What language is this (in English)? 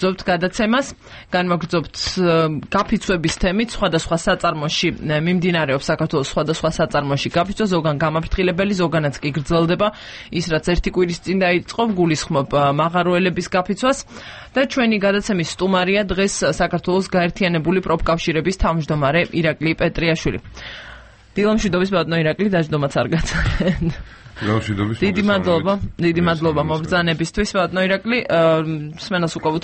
Georgian